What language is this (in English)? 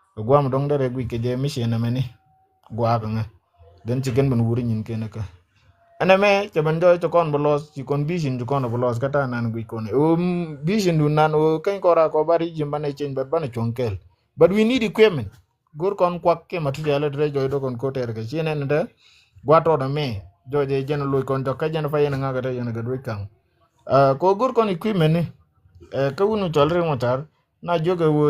Nuer